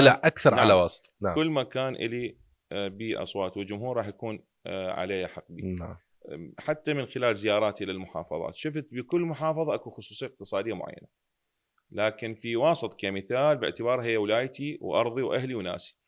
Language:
Mesopotamian Arabic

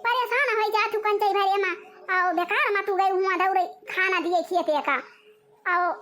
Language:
Awadhi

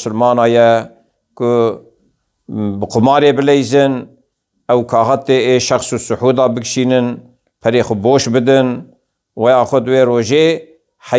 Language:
Kurdish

